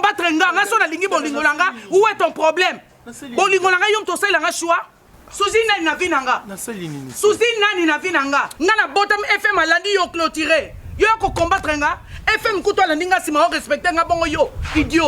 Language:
Lingala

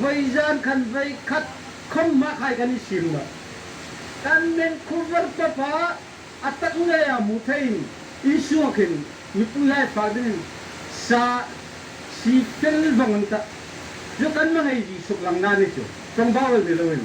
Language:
Hmar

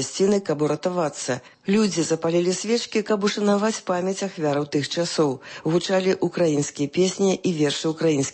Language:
Belarusian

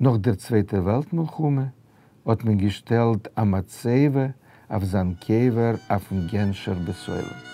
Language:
Yiddish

